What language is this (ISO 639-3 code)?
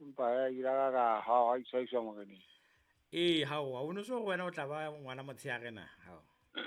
sot